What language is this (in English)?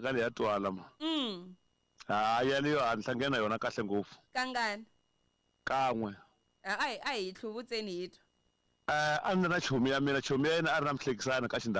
Tsonga